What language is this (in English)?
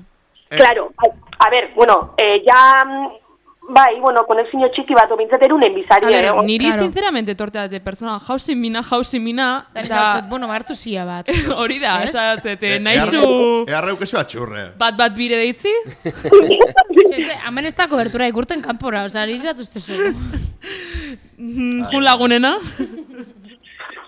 Basque